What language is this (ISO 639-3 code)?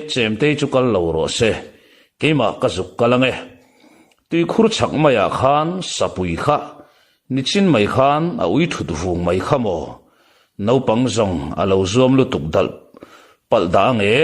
lus